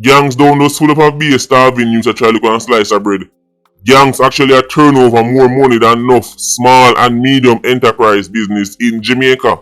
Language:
Jamaican Creole English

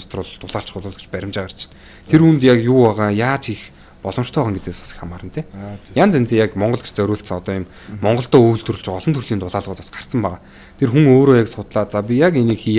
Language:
Mongolian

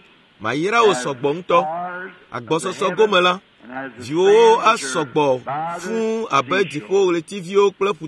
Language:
Ewe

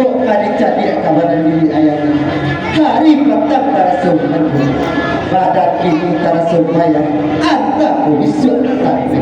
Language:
Minangkabau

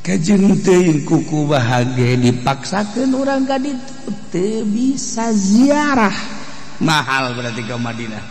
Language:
Sundanese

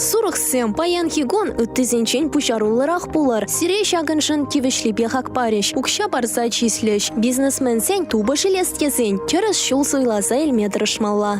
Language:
Chuvash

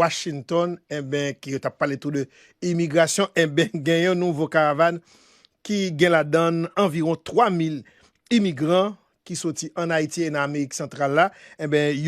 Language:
Haitian Creole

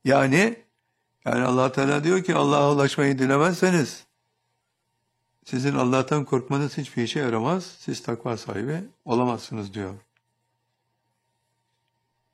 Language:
Turkish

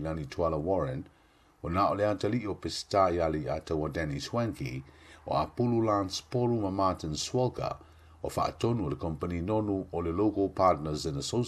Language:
Samoan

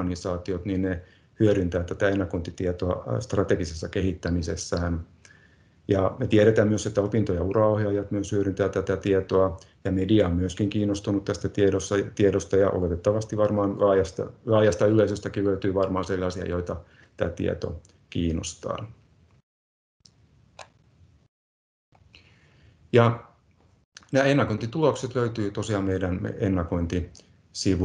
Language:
Finnish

